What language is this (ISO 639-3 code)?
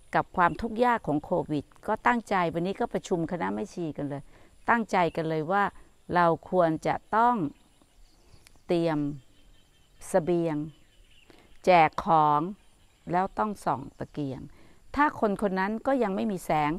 tha